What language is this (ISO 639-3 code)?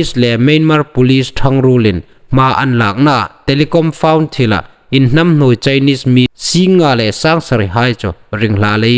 hmr